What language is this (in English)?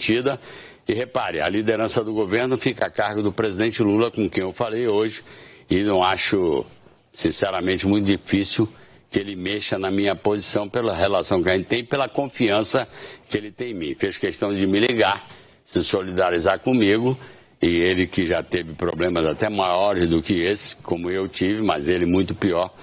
Portuguese